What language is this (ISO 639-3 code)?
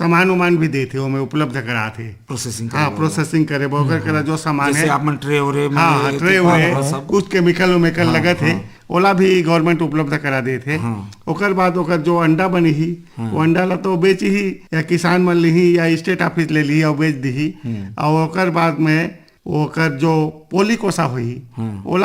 hne